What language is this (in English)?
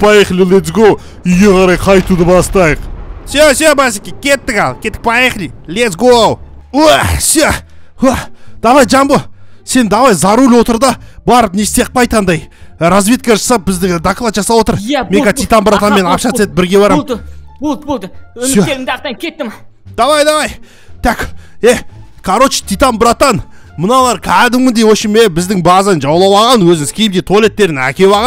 Kazakh